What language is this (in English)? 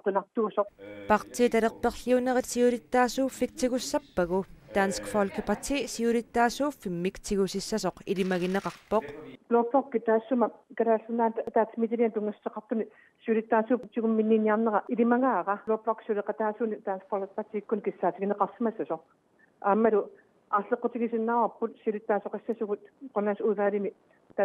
Kalaallisut